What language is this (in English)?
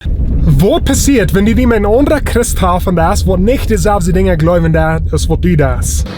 Plautdietsch